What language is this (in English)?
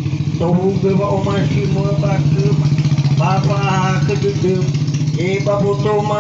Nias